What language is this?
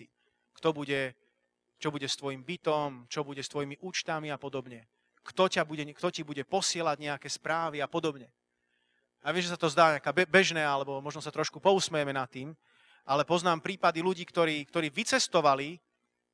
Slovak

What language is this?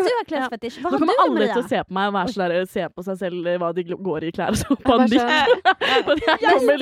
Norwegian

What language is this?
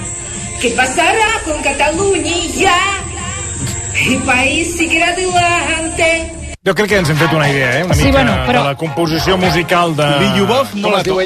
Catalan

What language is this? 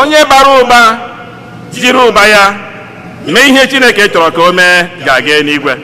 Igbo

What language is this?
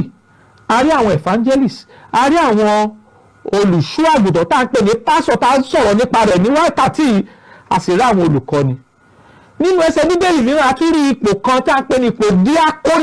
Yoruba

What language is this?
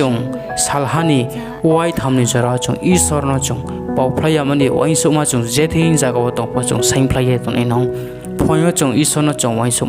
Riang (India)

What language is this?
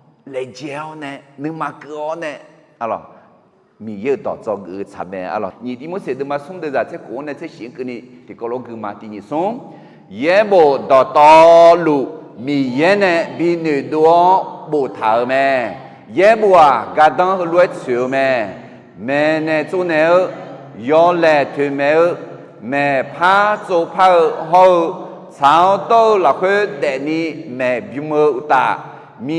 Akha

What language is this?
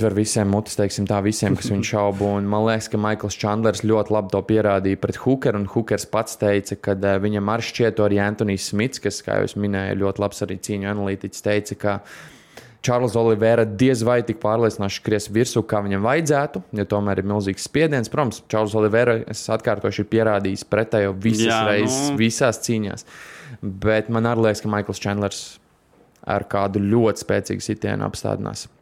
Latvian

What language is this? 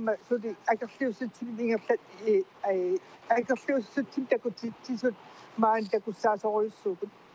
Kalaallisut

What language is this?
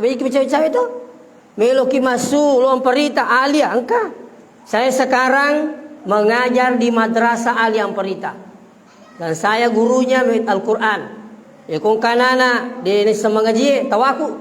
Buginese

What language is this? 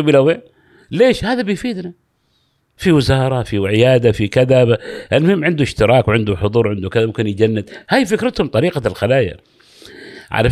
Gulf Arabic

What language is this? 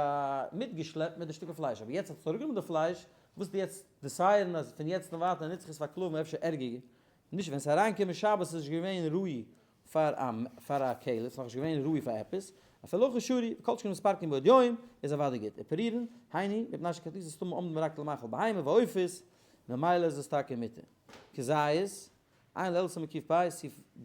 Yiddish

